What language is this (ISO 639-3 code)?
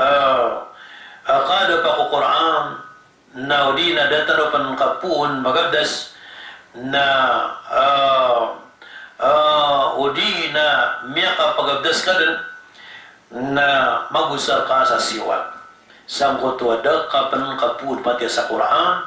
mrw